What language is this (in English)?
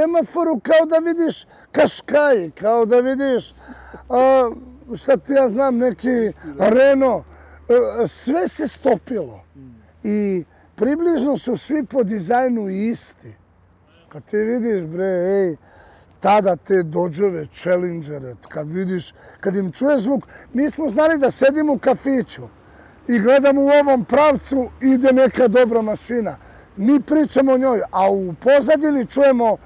Serbian